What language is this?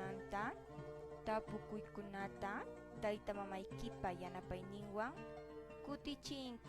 Quechua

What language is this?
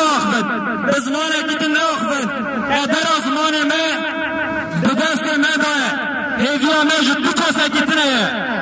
Kurdish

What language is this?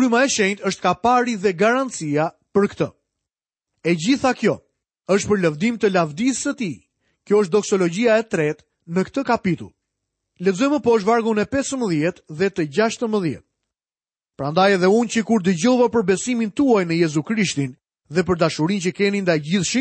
Albanian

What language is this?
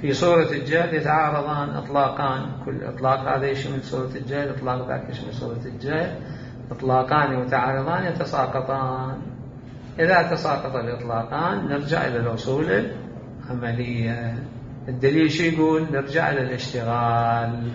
Mesopotamian Arabic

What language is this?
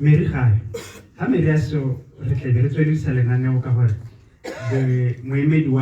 Tswana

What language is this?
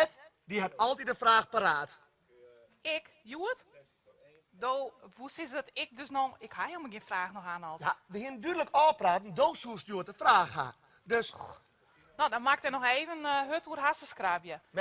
Western Frisian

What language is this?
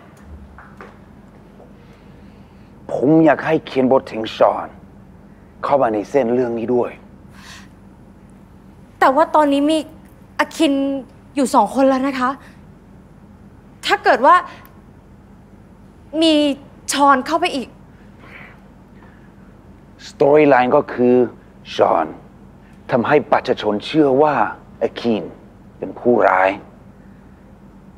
Thai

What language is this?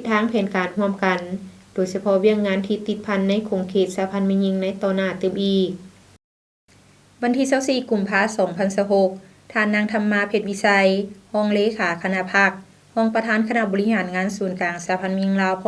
Lao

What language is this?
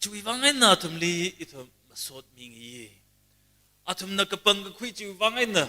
Tangkhul Naga (India)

